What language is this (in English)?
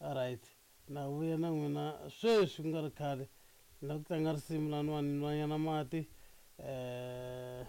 Tsonga